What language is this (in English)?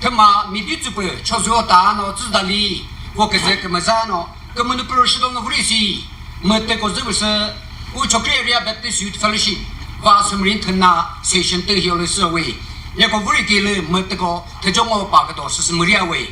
Chokri Naga